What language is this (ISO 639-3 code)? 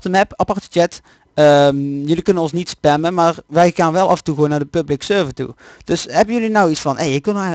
nld